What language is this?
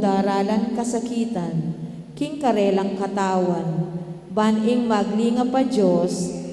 Pampanga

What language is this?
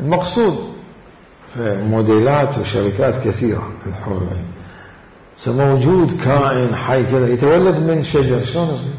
Mesopotamian Arabic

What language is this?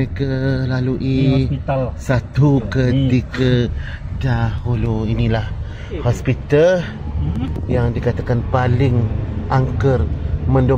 Malay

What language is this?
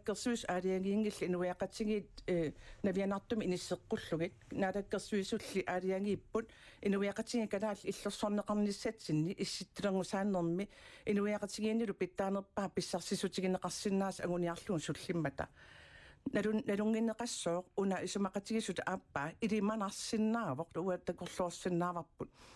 Kalaallisut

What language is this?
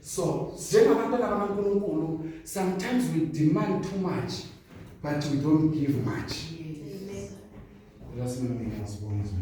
Zulu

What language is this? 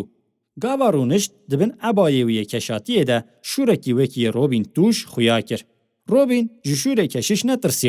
Kurdish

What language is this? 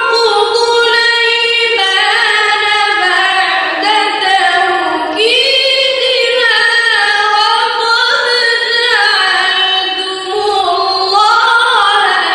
Arabic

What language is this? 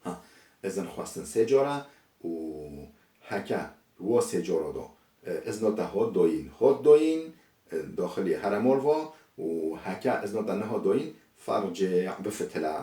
Kurdish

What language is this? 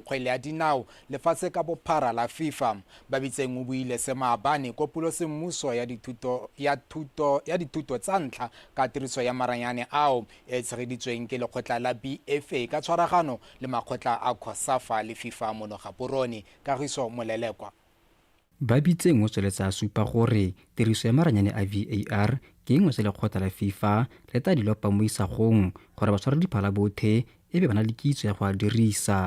Tswana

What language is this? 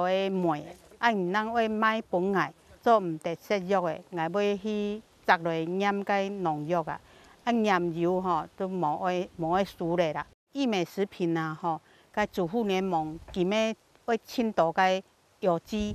Hakka Chinese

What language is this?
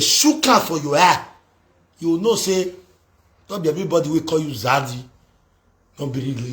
Nigerian Pidgin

